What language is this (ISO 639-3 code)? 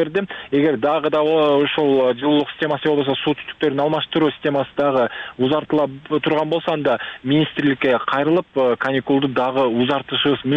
kir